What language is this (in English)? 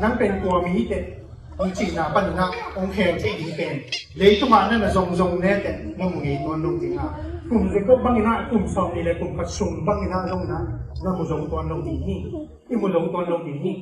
Tedim Chin